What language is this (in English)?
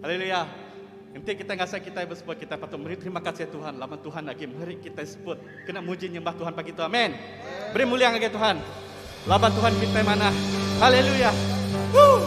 Iban